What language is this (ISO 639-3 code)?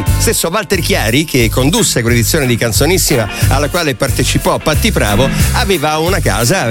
ita